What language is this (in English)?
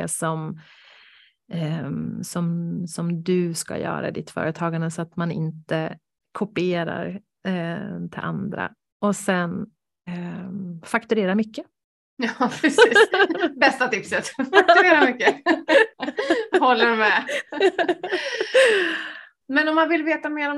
Swedish